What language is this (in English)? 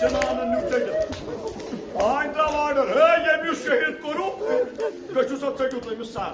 Kashmiri